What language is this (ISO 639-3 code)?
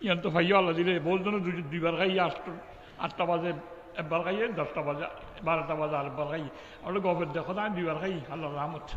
rhg